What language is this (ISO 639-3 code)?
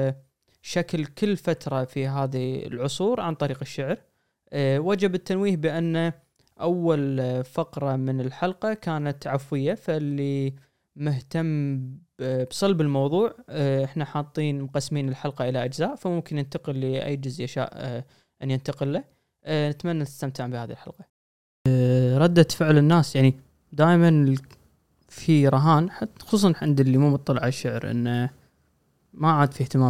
afb